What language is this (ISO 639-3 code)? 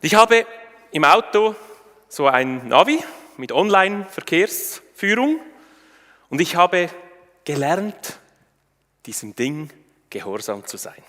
gsw